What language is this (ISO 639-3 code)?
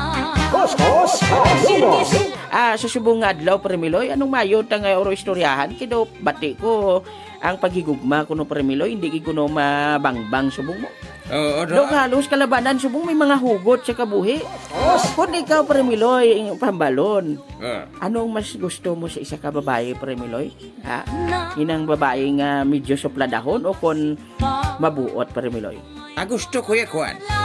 hil